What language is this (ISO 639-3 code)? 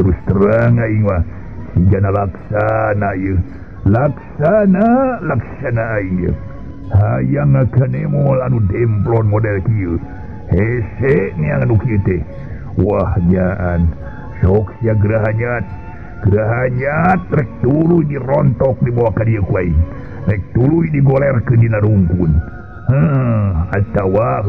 sun